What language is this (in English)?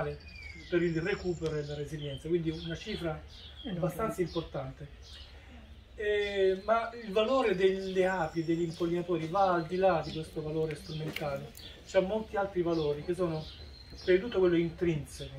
Italian